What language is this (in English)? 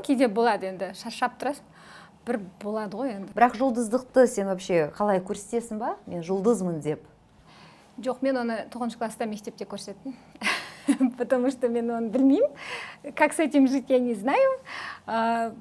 Kazakh